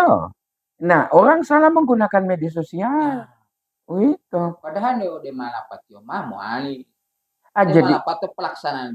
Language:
Gorontalo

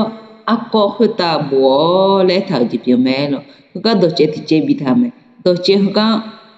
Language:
Akha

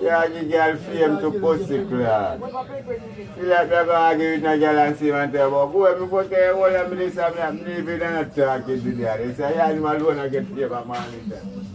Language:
Jamaican Creole English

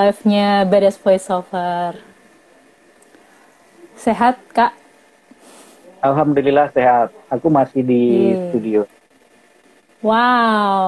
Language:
Indonesian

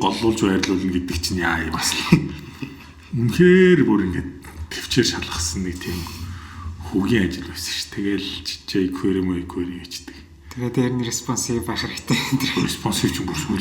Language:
Mongolian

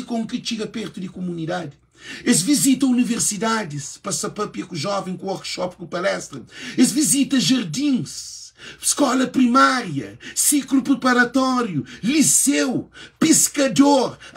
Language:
Kabuverdianu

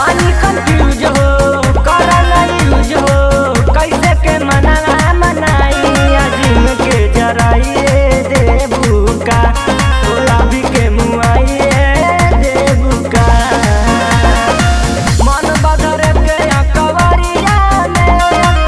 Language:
Bhojpuri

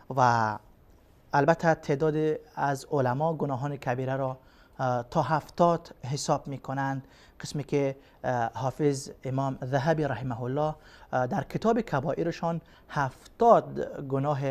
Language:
Persian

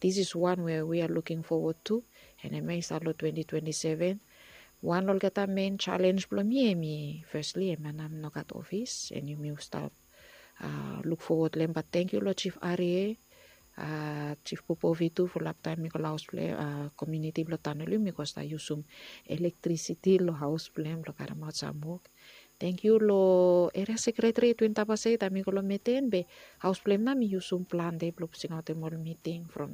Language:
Bislama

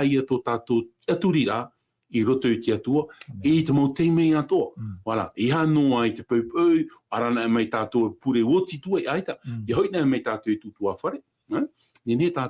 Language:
Tahitian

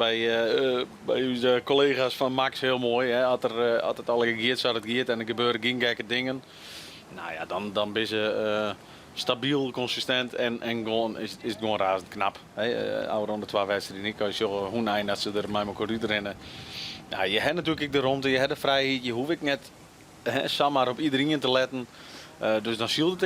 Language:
Western Frisian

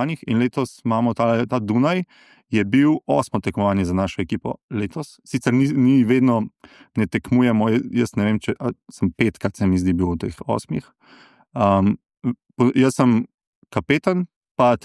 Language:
Slovenian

